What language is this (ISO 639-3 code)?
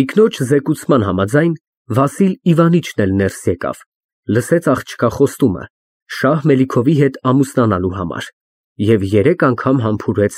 hye